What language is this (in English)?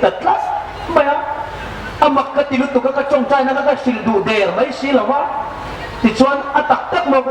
Hmar